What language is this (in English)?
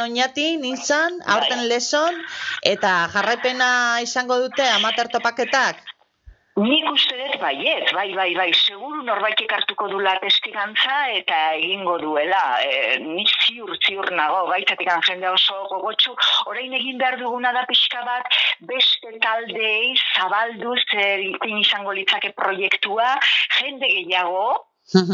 Basque